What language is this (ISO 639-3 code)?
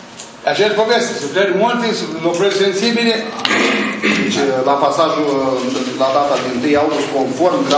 ron